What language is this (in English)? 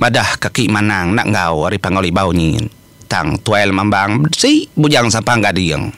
Iban